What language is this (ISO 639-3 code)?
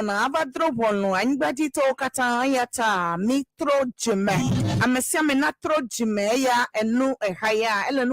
ewe